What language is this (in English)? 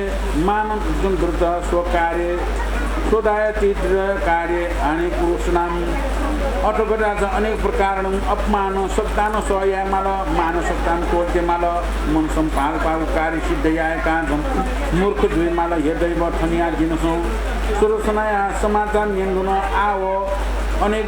Newari